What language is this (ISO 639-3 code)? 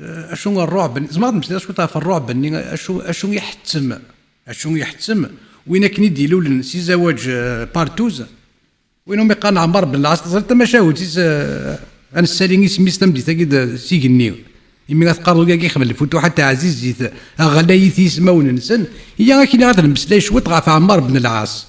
kab